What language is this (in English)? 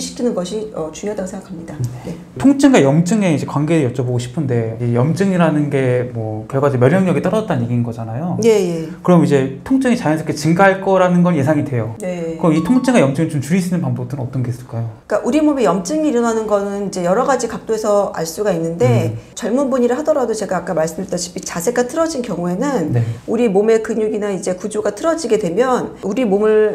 Korean